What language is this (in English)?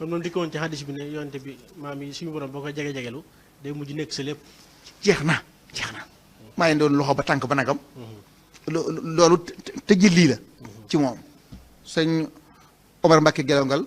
Wolof